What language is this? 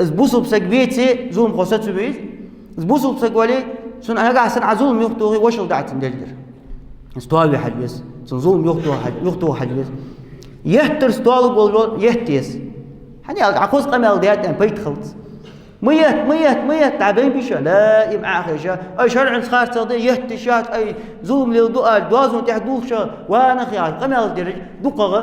Ingush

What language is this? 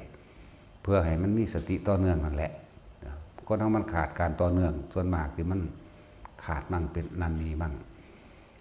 Northeastern Thai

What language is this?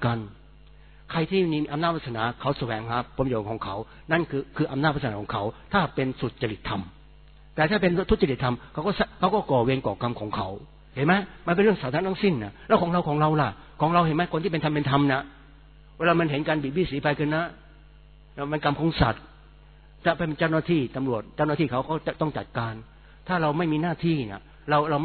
Thai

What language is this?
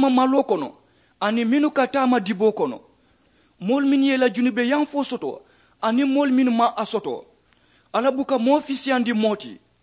Mandingo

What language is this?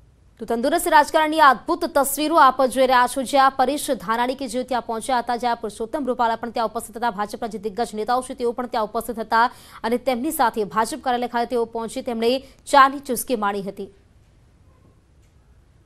Gujarati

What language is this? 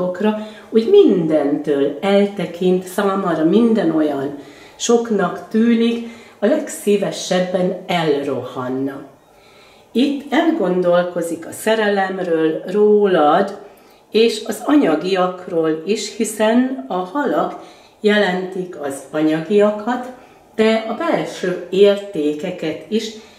Hungarian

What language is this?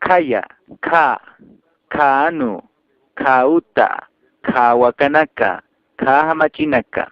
Aymara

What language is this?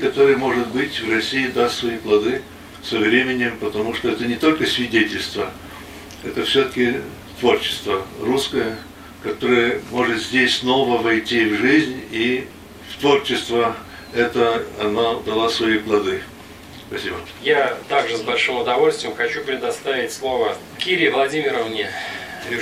Russian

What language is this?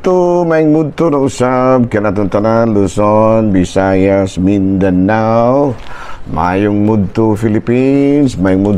Cebuano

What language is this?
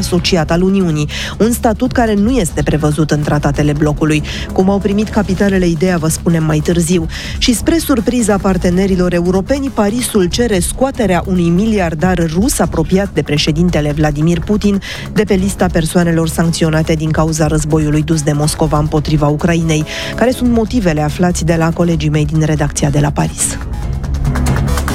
Romanian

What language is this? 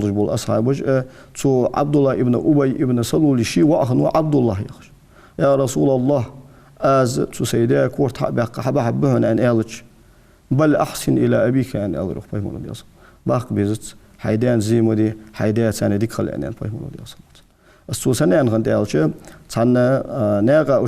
Ingush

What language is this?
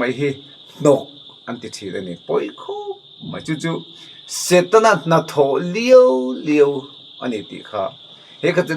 Mizo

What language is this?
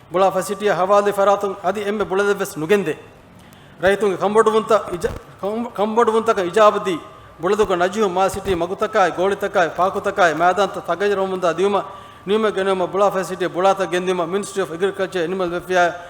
Divehi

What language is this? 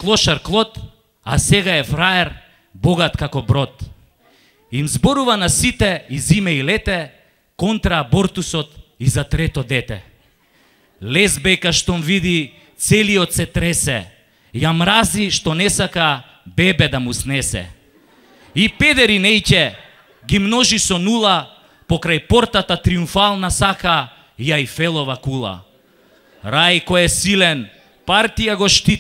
Macedonian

